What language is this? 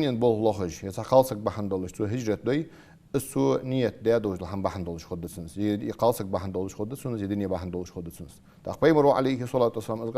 Ingush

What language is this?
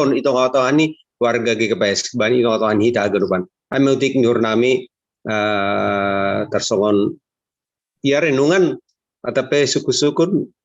Batak Simalungun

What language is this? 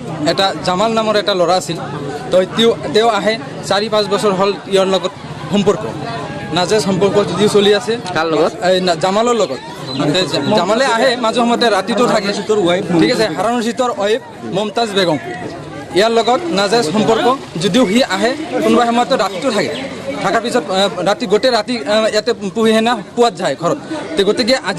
Assamese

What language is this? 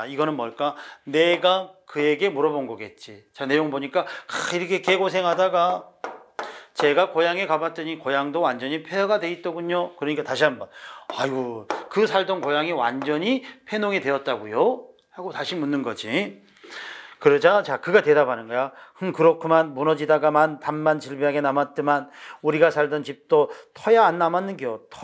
Korean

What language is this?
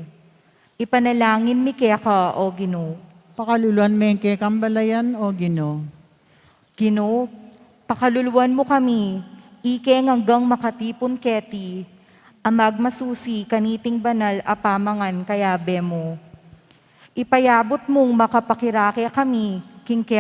Pampanga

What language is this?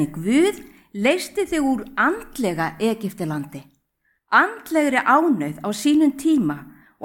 Icelandic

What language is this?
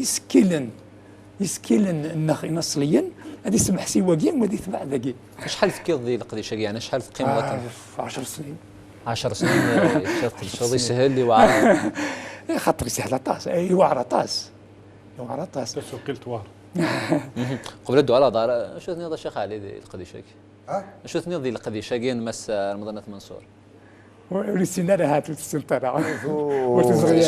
Kabyle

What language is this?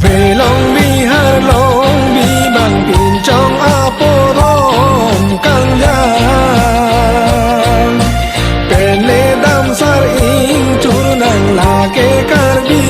Karbi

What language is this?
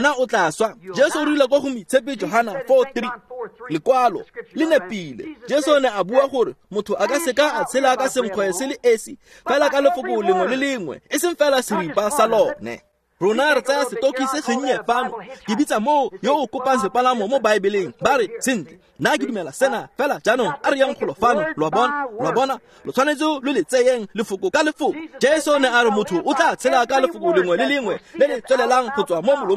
Tswana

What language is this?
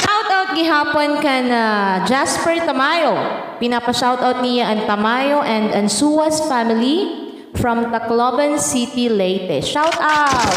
Waray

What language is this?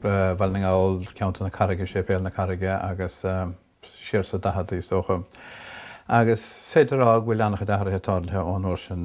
Irish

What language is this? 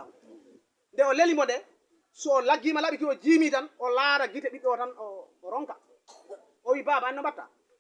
Fula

